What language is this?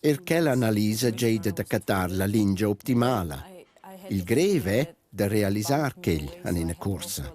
Romansh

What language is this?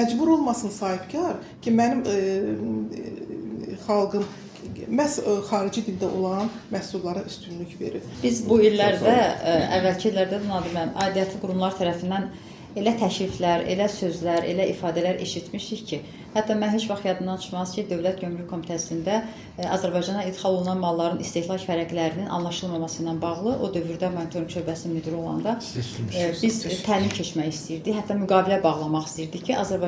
Azerbaijani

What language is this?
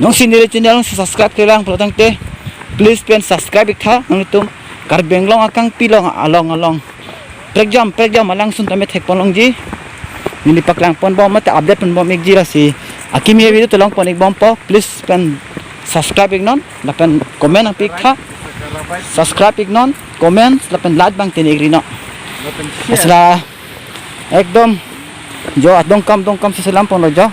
Karbi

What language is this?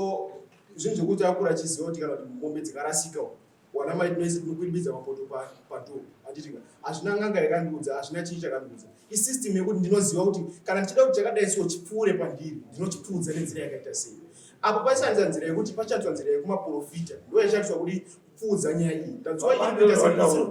Shona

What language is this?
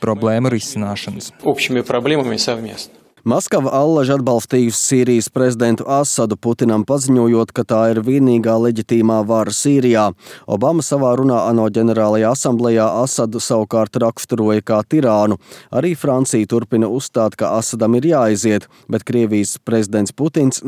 Latvian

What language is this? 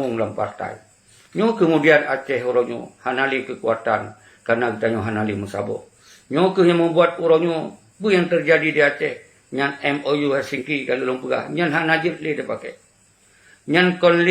Achinese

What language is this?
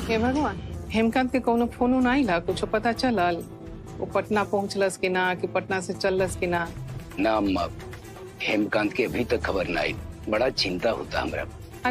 Bhojpuri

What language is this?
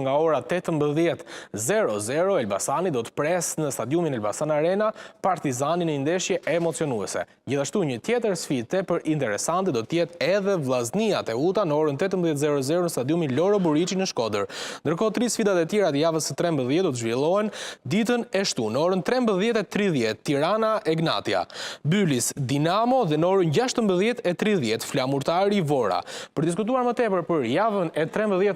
Albanian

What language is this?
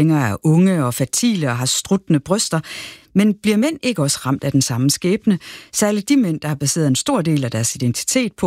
Danish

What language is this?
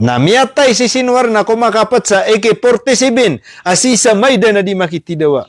Maranao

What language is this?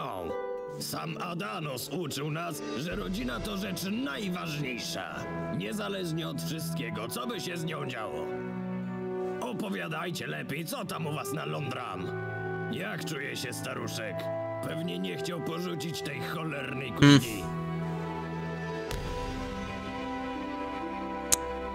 Polish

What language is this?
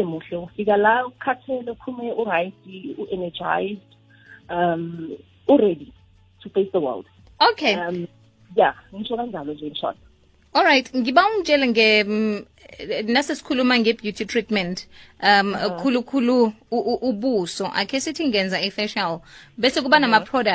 South Ndebele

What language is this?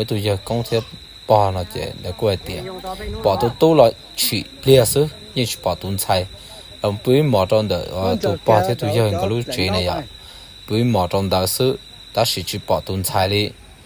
Hmong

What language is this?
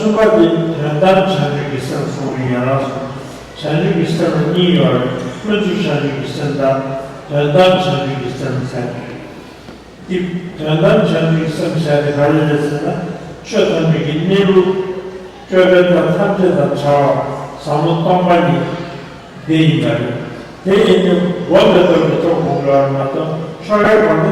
Tibetan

